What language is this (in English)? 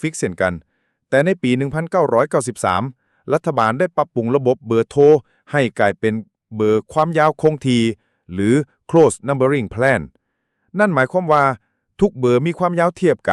Lao